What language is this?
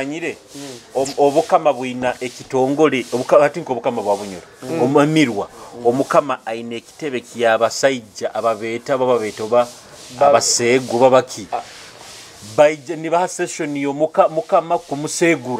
Nyoro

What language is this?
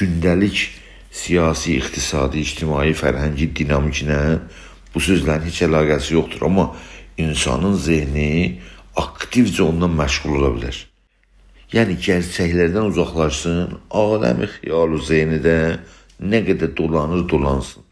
South Azerbaijani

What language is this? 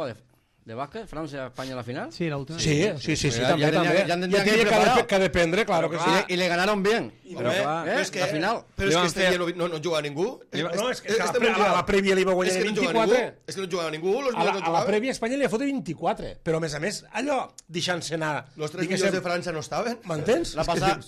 Catalan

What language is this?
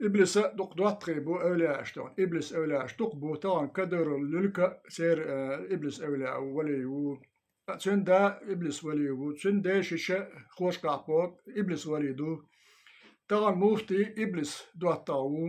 Chechen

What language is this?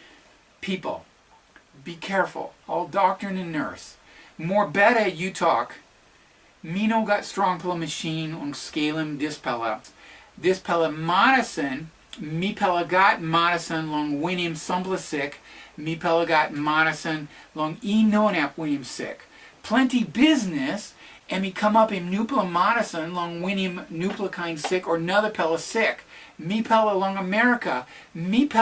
Tok Pisin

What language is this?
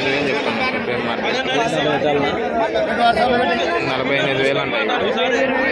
Telugu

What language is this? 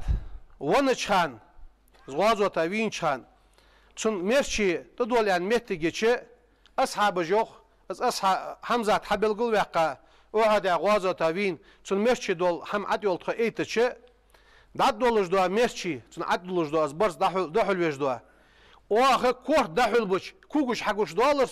Ingush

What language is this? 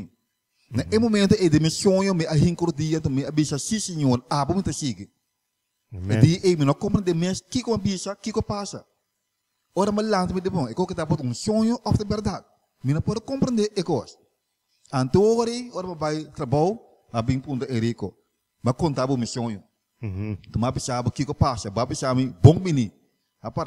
Papiamento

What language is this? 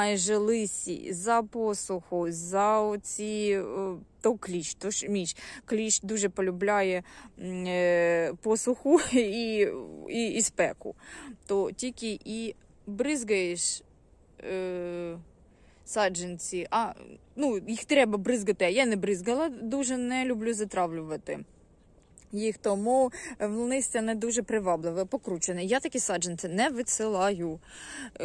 Ukrainian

